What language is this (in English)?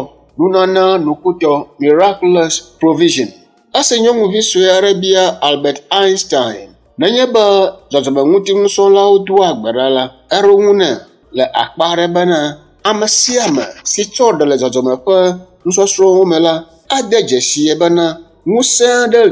Ewe